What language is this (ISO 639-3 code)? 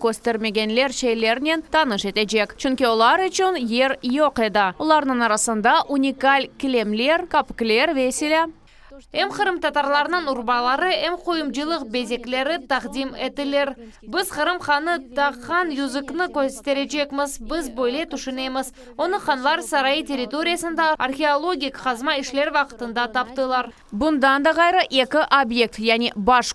crh